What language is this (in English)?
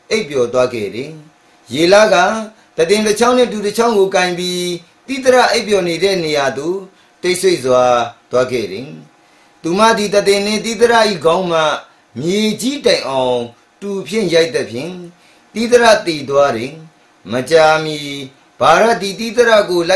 Burmese